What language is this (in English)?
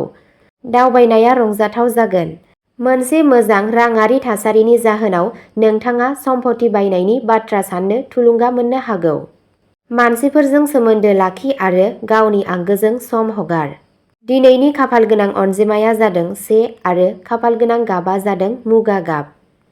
Bodo